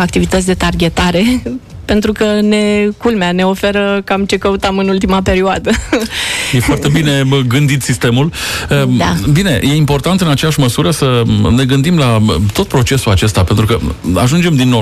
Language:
Romanian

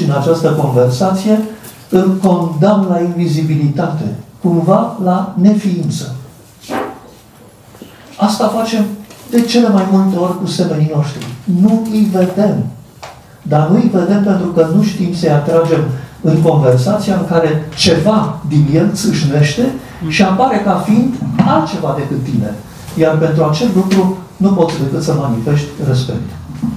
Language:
Romanian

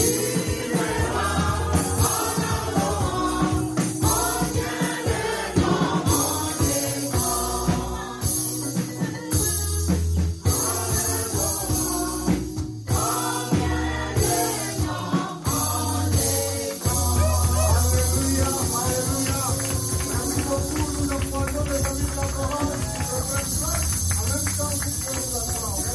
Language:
French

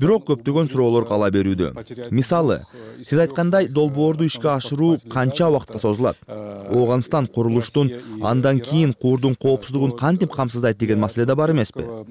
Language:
Kyrgyz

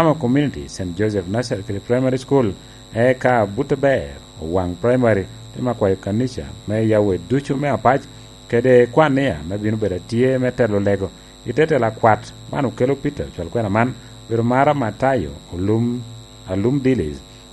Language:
Lango (Uganda)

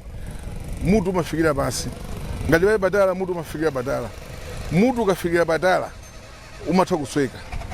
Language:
Nyanja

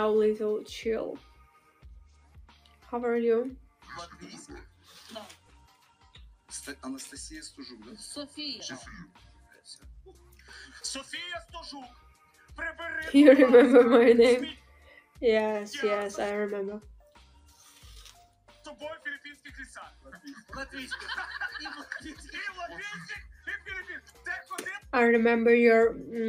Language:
Ukrainian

